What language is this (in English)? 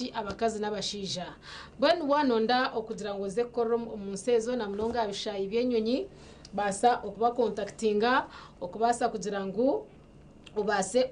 Nyankole